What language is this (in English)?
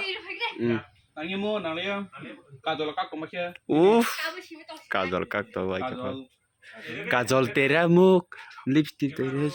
Kok Borok